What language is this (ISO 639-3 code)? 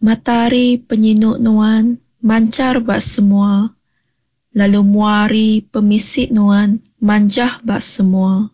iba